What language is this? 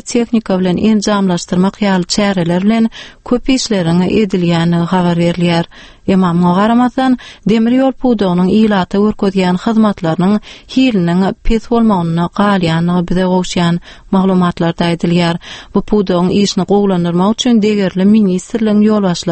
Turkmen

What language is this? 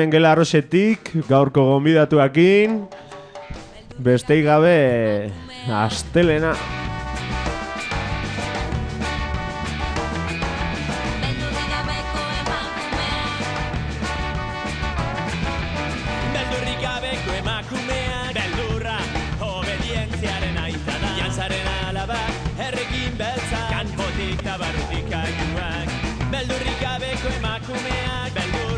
Basque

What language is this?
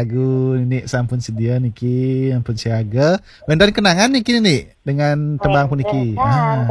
Balinese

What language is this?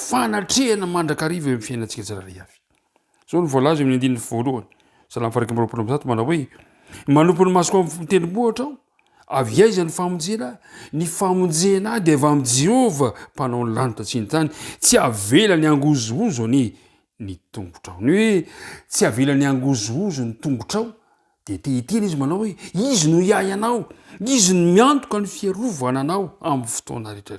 Malagasy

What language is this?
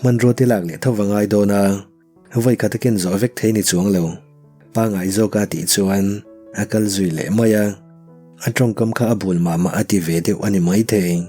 Mizo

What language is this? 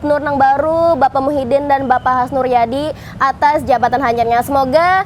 Banjar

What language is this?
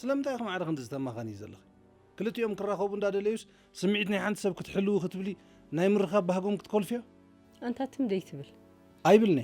Tigrinya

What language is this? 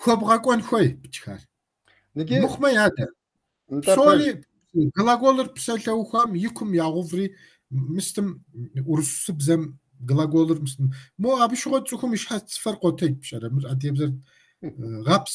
Kabardian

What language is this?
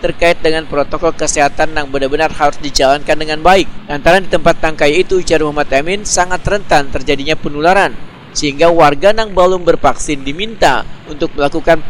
Banjar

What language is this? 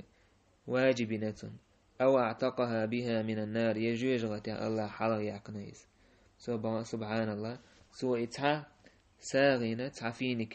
Chechen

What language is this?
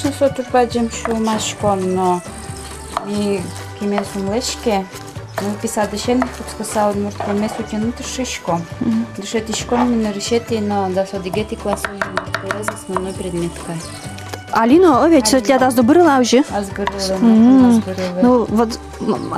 Udmurt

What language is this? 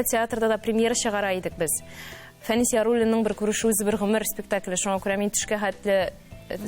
Tatar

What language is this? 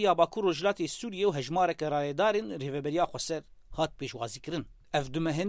Kurdish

